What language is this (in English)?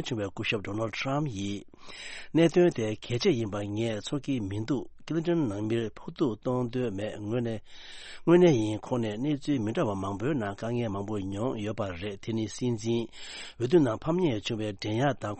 Tibetan